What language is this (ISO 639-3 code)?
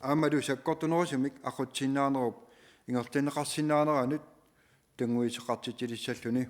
kal